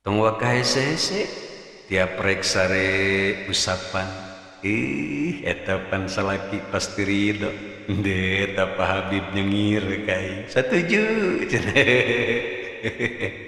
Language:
Sundanese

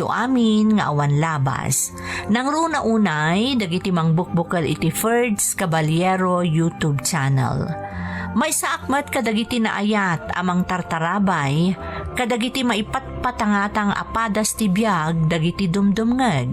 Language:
Iloko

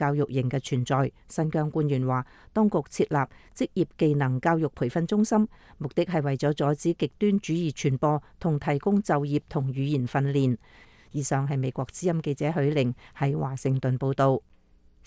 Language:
Cantonese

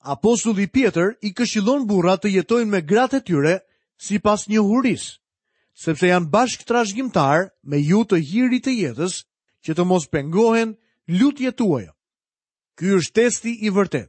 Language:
Albanian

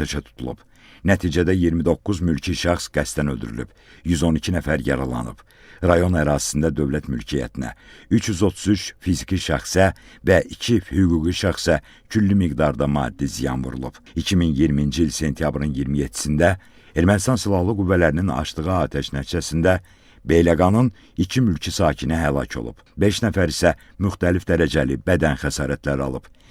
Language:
Azerbaijani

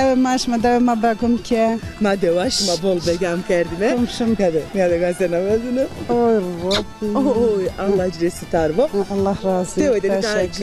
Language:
Zaza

